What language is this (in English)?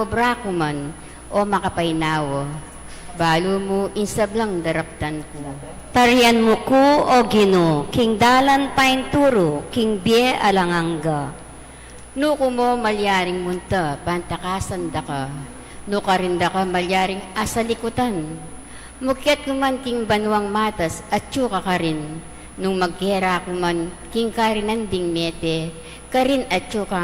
Pampanga